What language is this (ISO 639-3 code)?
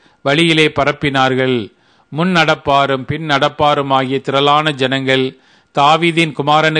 tam